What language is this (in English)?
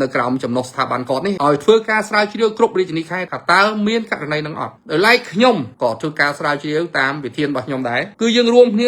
Khmer